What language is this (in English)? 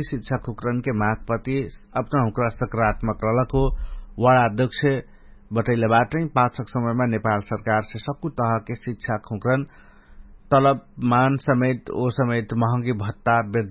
Dangaura Tharu